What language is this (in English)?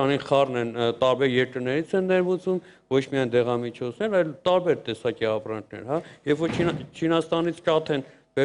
Armenian